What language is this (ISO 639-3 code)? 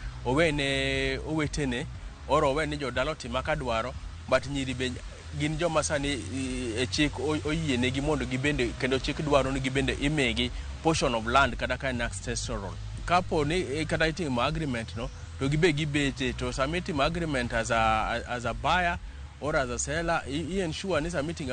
luo